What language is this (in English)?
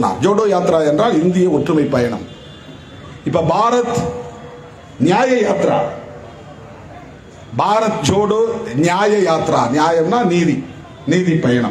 Tamil